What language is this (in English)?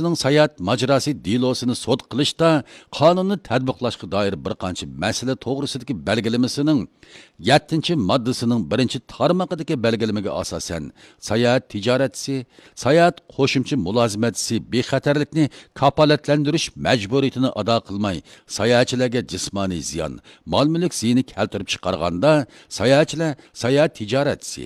Uyghur